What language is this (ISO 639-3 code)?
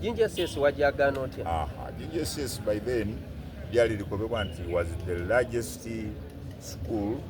xog